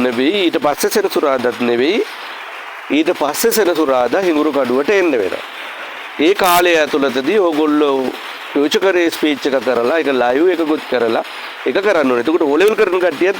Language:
Sinhala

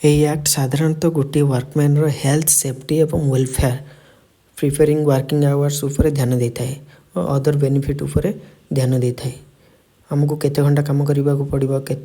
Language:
Odia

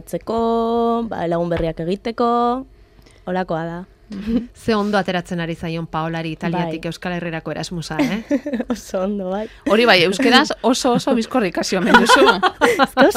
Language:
Basque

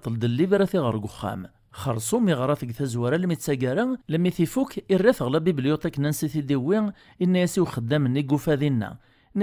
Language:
Kabyle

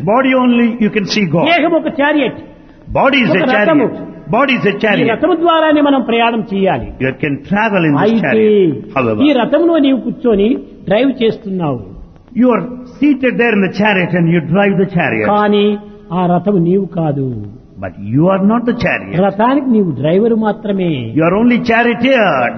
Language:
Telugu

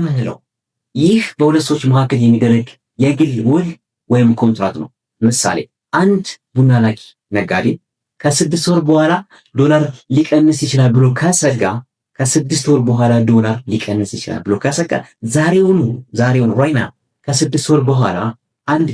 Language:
Amharic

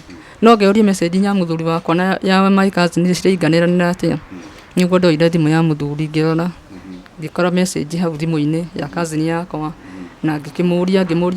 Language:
Kikuyu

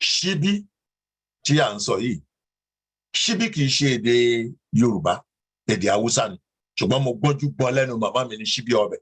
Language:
Yoruba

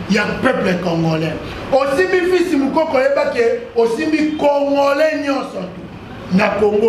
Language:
Lingala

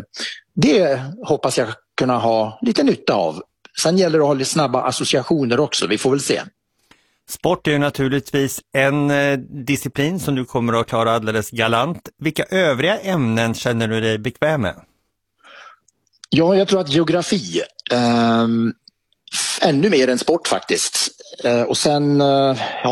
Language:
Swedish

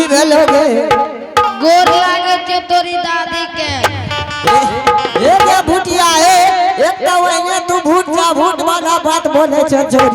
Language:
Angika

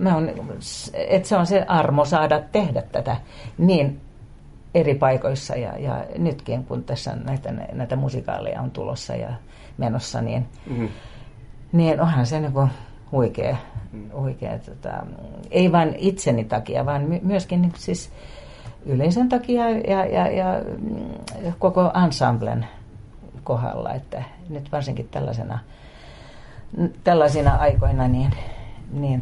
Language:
Finnish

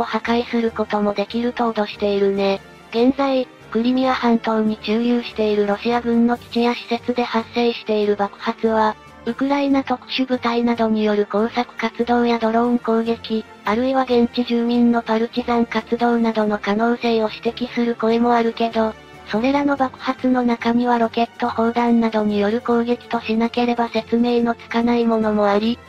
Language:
Japanese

